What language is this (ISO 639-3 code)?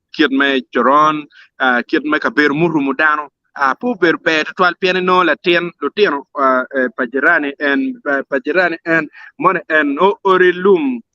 ach